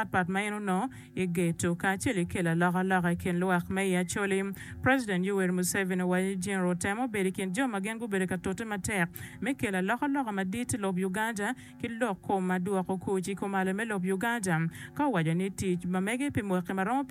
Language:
Acoli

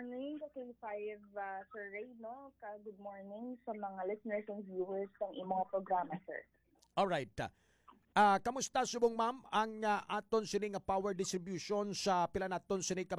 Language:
Hiligaynon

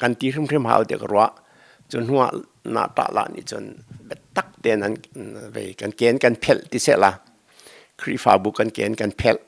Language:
Hakha Chin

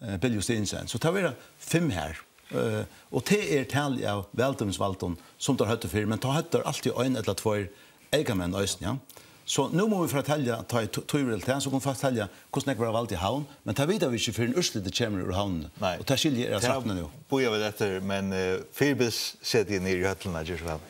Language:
Faroese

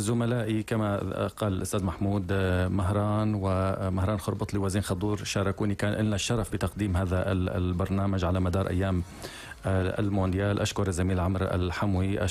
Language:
North Levantine Arabic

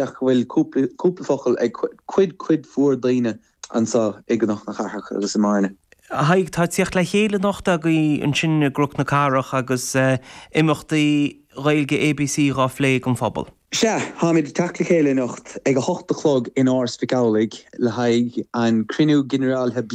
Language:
Irish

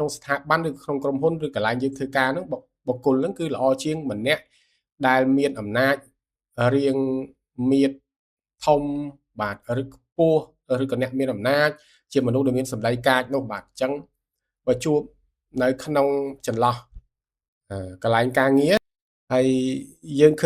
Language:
Khmer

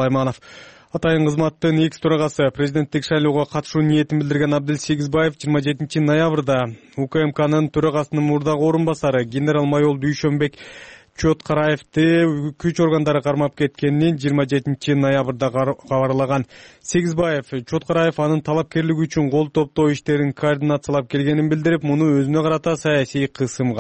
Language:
Kyrgyz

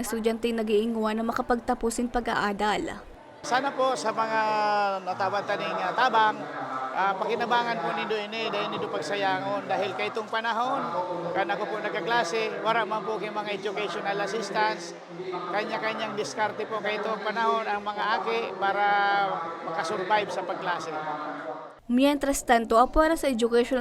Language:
Bikol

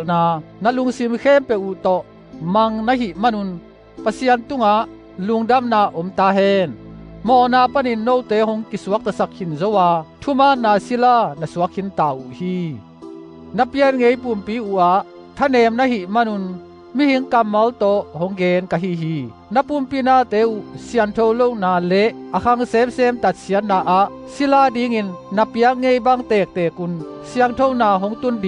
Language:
Tedim Chin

